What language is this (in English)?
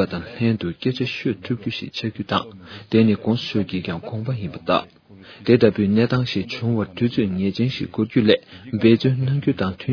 Tibetan